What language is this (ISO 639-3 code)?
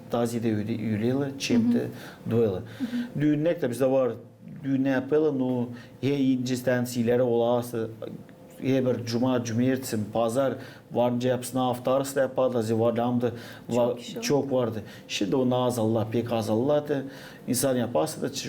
gag